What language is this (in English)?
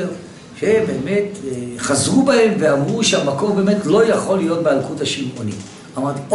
Hebrew